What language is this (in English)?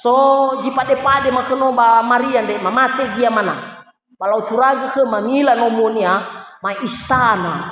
Nias